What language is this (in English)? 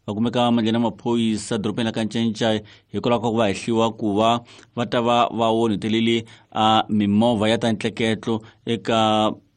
Tsonga